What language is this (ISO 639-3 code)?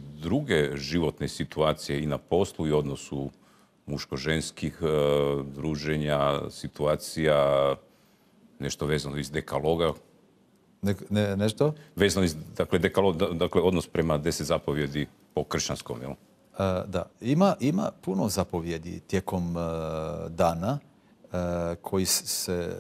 hrv